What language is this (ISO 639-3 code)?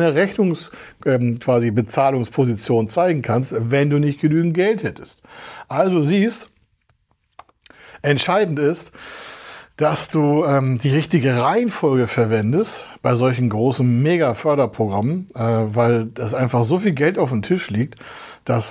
deu